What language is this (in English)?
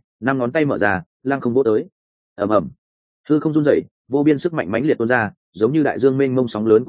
Vietnamese